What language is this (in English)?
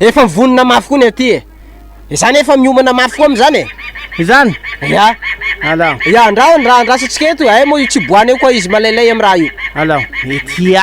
Malagasy